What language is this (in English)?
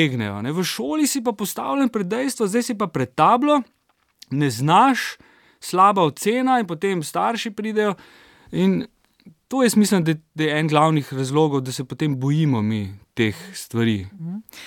Slovenian